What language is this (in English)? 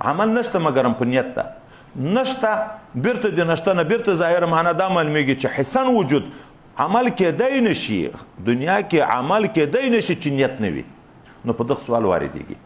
Pashto